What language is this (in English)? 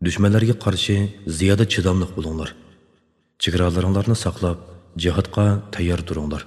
Uyghur